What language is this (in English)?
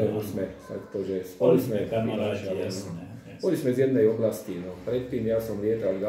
Slovak